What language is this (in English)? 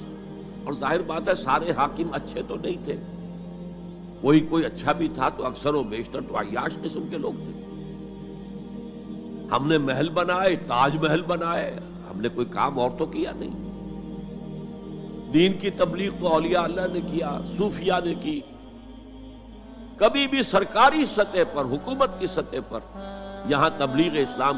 Urdu